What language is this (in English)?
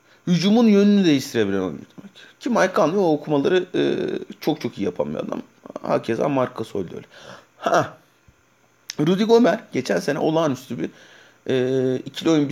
Turkish